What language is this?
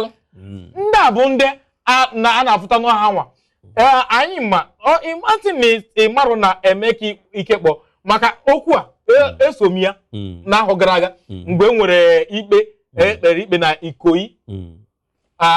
Igbo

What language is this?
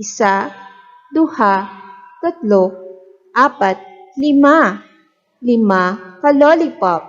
Hiligaynon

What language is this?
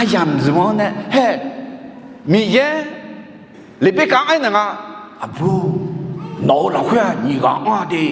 Akha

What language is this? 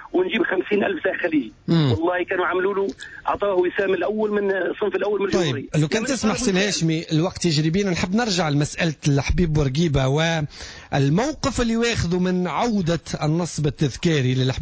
Tunisian Arabic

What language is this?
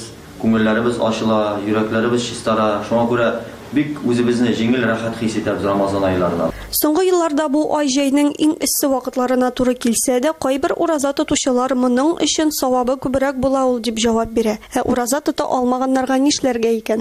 Tatar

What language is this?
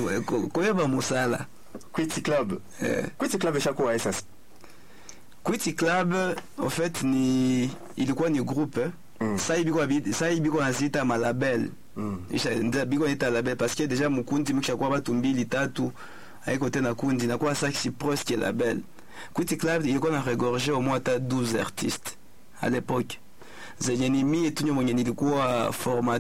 Swahili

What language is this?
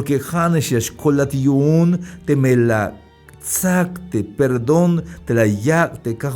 Tzeltal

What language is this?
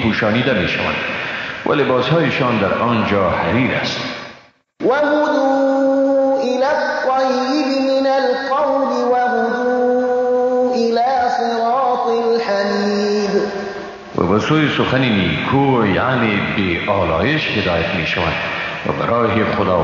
Persian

